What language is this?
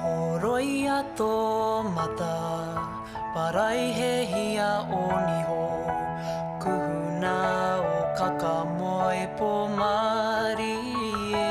Māori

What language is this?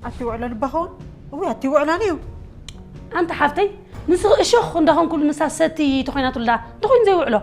Tigrinya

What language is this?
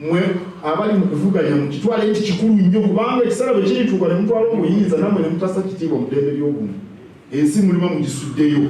Ganda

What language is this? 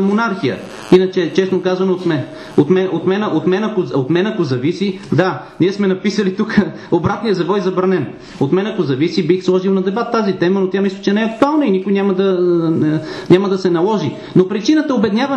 Bulgarian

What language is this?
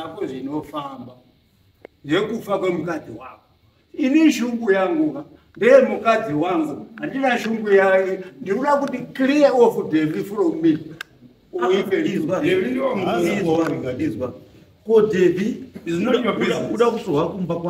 Shona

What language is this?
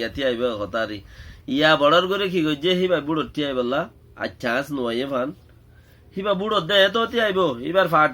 Rohingya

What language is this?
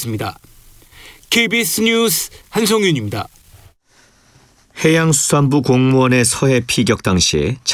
Korean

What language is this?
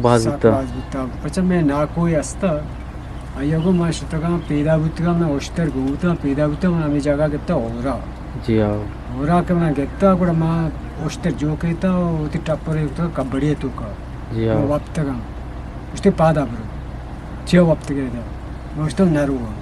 Eastern Balochi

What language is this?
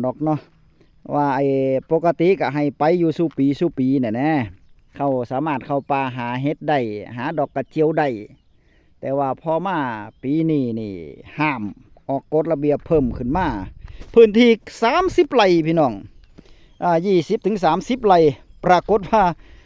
Northeastern Thai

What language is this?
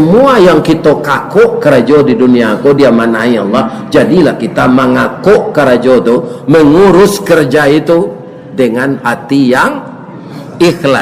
Minangkabau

